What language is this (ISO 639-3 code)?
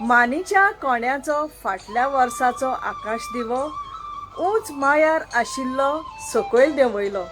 kok